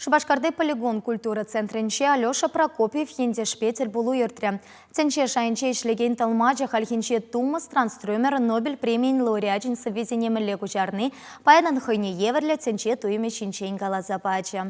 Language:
Chuvash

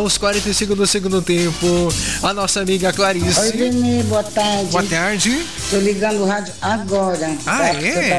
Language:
Portuguese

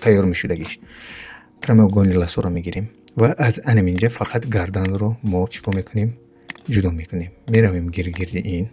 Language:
Tajik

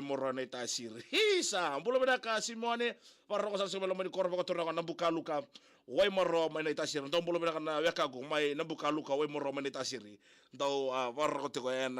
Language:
Fijian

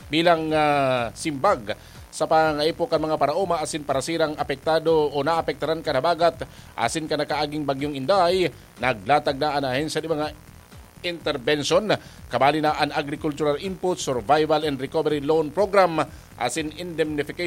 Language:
Bikol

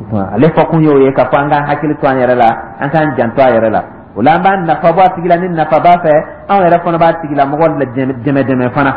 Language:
Dyula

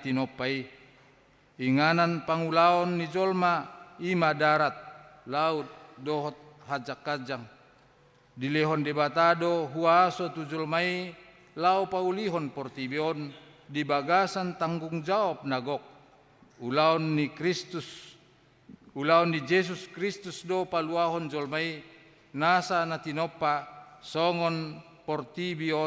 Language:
Batak Toba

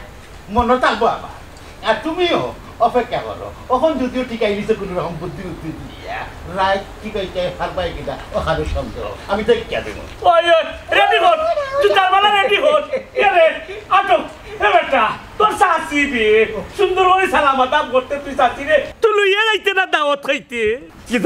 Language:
Sylheti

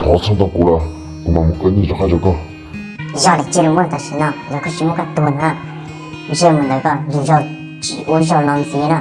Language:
Hmong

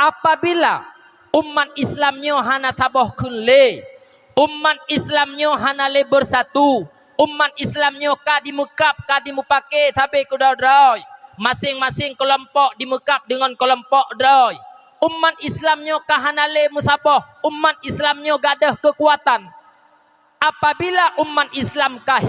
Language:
Achinese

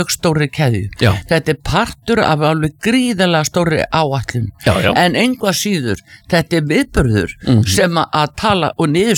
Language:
Icelandic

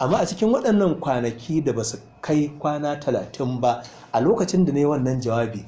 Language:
Hausa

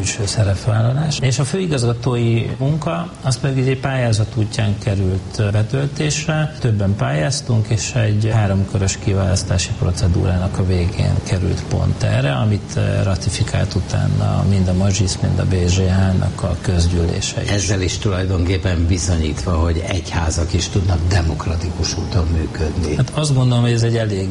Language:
Hungarian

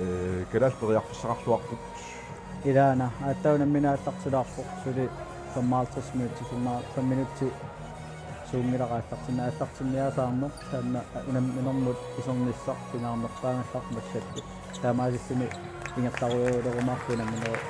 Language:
Kalaallisut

